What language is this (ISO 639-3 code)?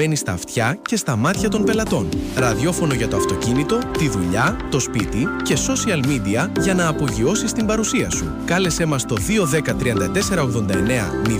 ell